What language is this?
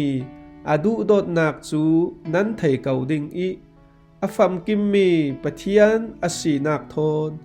Falam Chin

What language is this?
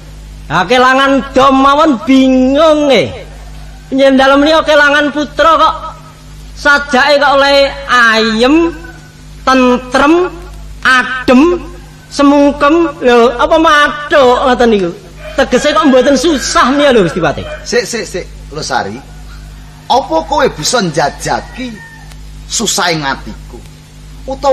Javanese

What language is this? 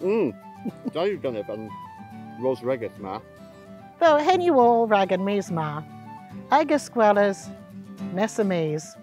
Cornish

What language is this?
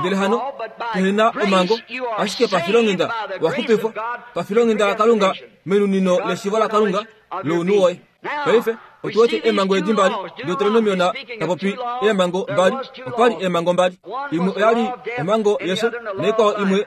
Kuanyama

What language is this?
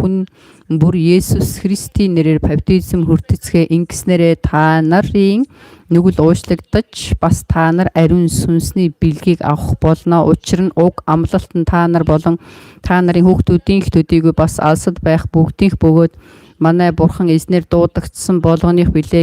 Mongolian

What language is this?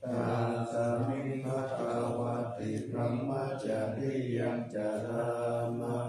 Pali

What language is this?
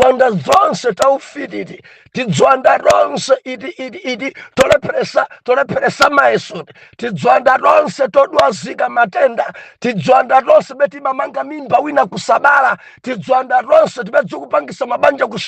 Nyanja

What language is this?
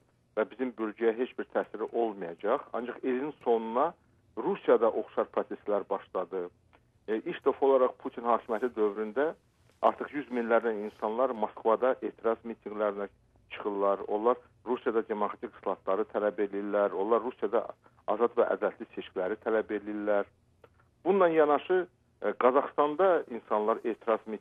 Azerbaijani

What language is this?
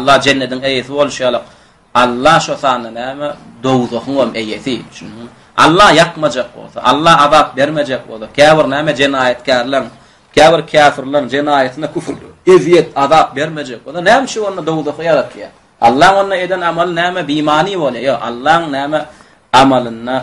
Turkmen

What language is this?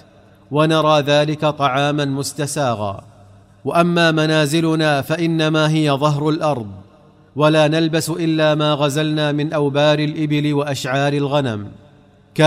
Arabic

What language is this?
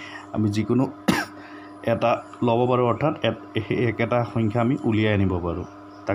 Assamese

